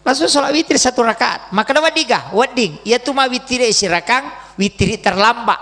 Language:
Buginese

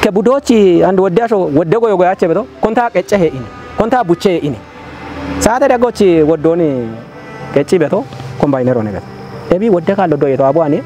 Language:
Kafa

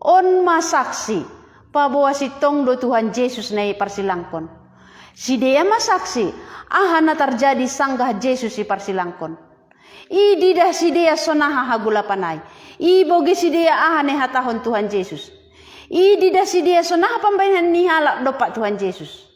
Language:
Batak Simalungun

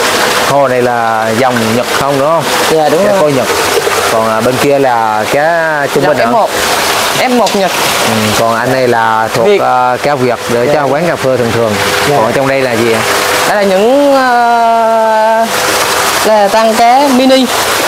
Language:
Vietnamese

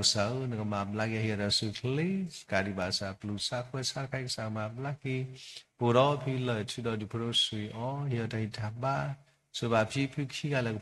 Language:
S'gaw Karen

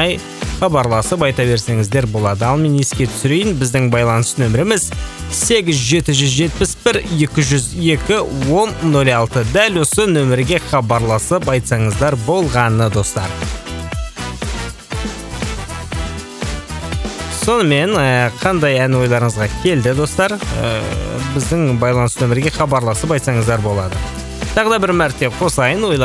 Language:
Kazakh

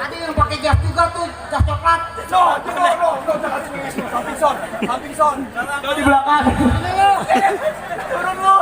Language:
Betawi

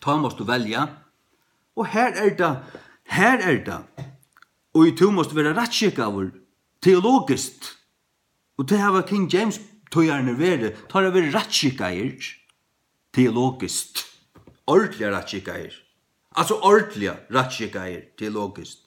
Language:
Faroese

